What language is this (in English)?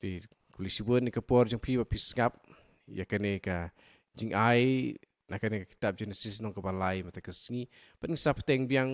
Khasi